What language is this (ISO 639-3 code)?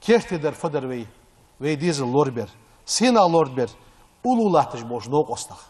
inh